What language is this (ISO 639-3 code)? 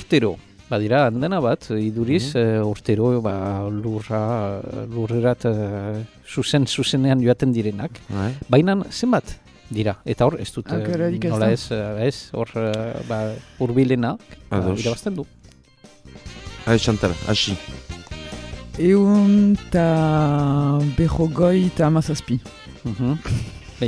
eus